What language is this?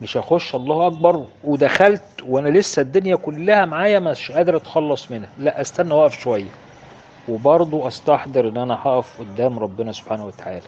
Egyptian Arabic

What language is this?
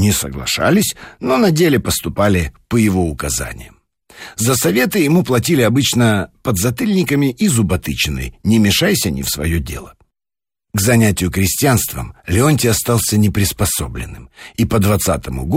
Russian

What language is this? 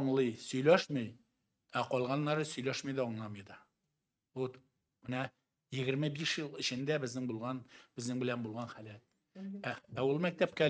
Tatar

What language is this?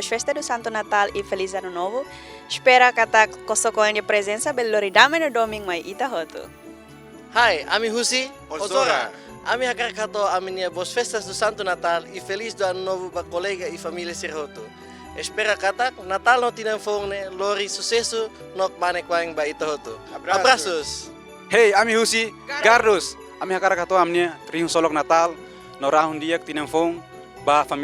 Tetum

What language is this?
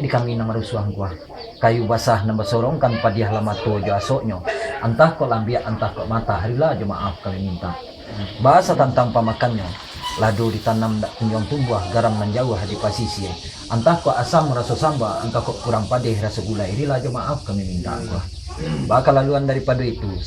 Minangkabau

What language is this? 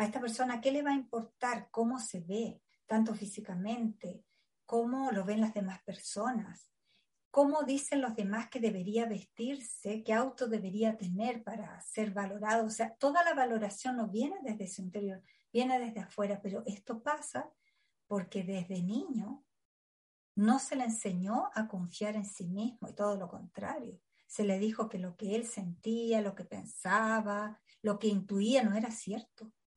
Spanish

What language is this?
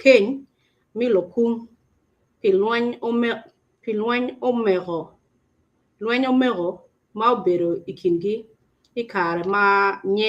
Acoli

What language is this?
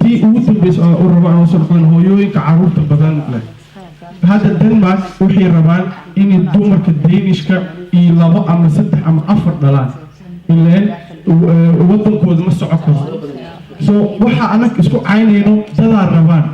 Somali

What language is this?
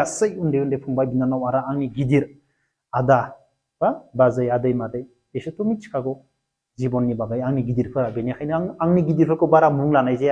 Bodo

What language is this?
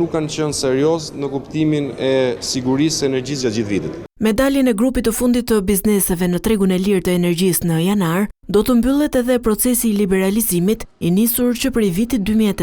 Albanian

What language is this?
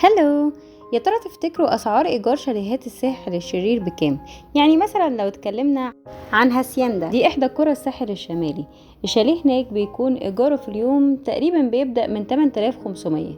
Egyptian Arabic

